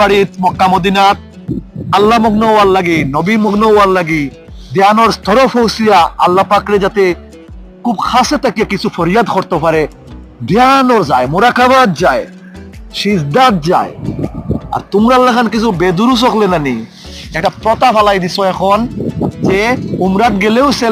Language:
Sylheti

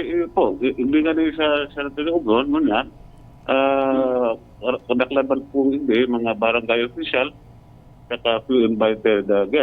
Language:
Bikol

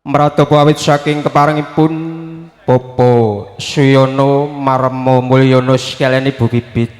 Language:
Javanese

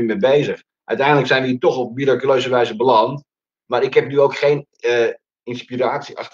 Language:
Dutch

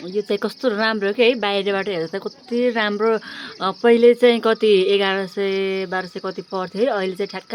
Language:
Nepali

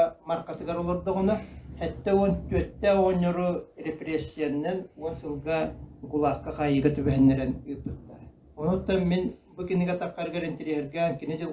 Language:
Yakut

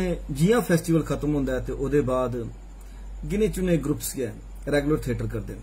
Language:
Dogri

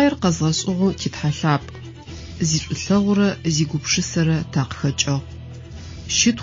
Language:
Adyghe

